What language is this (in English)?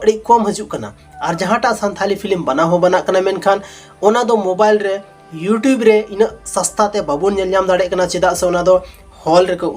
Santali